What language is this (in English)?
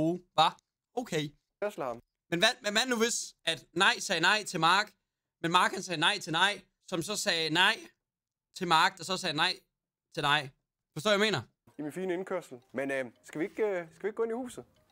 Danish